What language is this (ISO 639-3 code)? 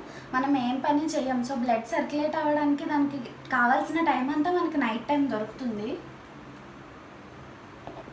tel